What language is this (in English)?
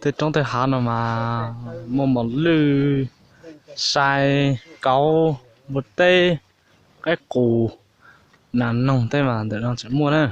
Hmong